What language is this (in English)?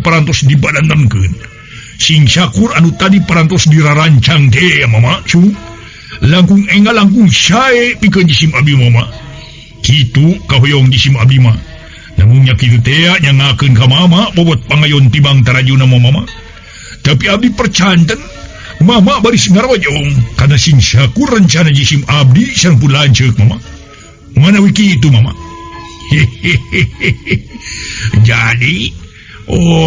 Sundanese